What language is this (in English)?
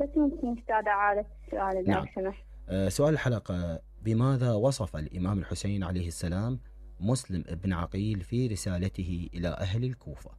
Mesopotamian Arabic